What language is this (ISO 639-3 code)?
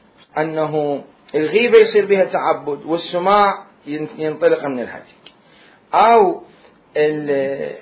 acm